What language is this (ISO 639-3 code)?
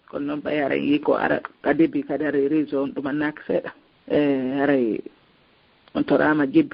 ful